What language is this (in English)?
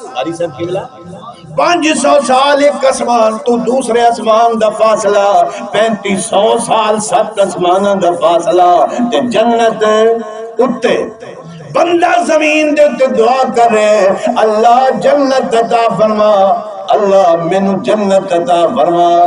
Saraiki